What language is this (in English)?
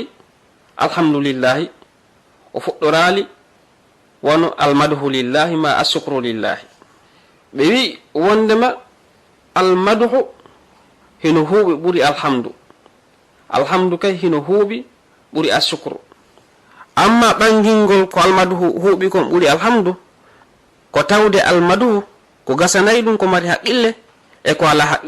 Fula